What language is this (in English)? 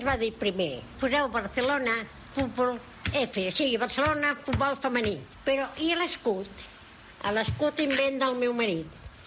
Catalan